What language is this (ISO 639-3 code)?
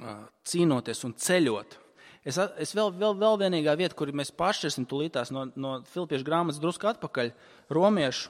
lav